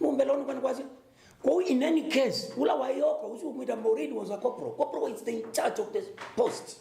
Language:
Kamba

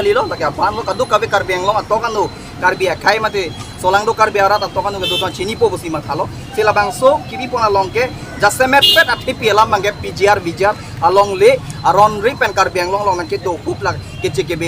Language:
Karbi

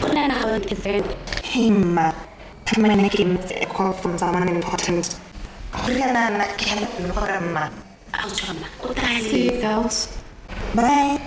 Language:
Tswana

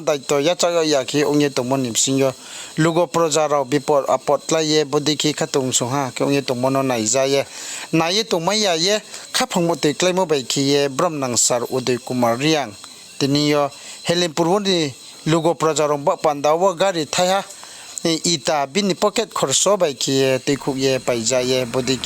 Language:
Riang (India)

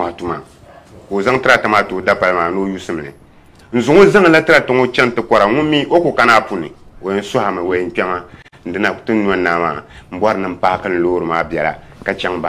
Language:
Dagbani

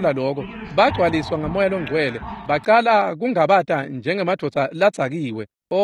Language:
Swati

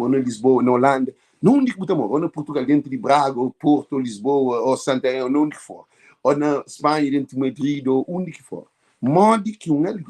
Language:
Kabuverdianu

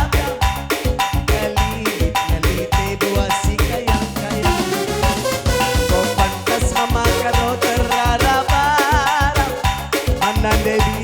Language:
Batak Karo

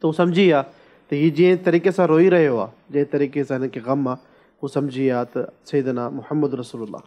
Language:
Sindhi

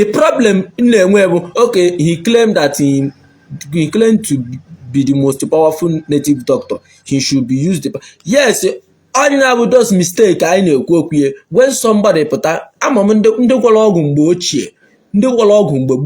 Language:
Igbo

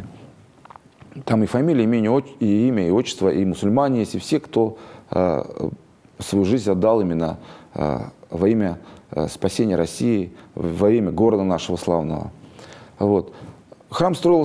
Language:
Russian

